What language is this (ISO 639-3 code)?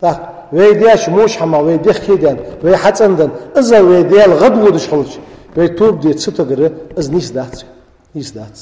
inh